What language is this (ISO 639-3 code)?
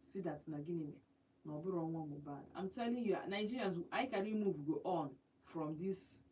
ibo